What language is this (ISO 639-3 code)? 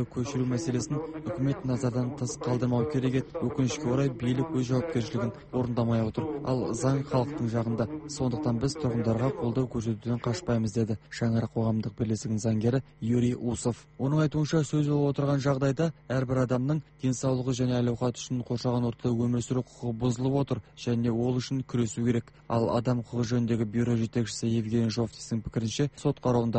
kaz